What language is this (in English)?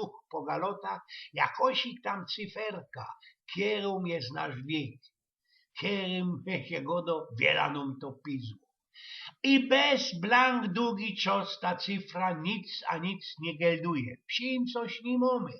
Silesian